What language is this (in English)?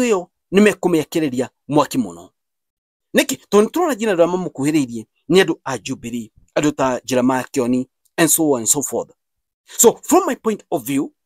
Kikuyu